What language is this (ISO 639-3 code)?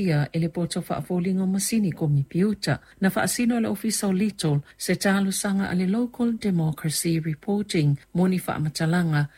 smo